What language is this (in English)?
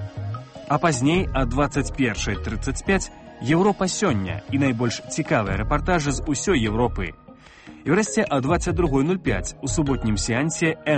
Belarusian